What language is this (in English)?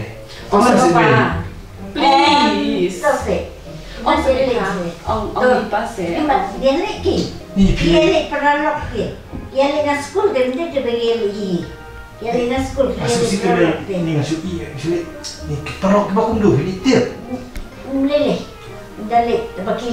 Khasi